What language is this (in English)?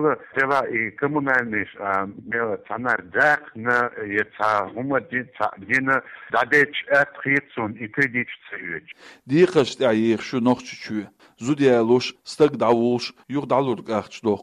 Chechen